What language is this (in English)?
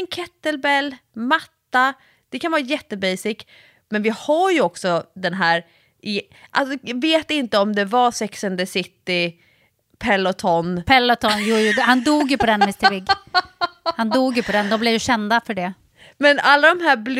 Swedish